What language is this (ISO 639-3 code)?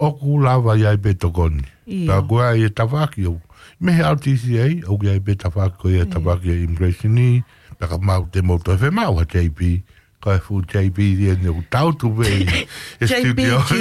ton